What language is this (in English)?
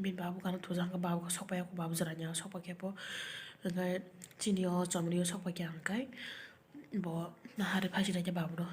Kok Borok